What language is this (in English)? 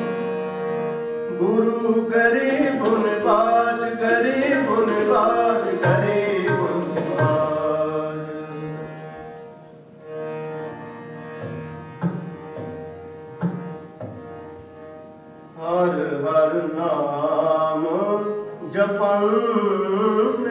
Punjabi